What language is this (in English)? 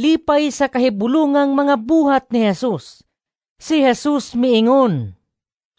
Cebuano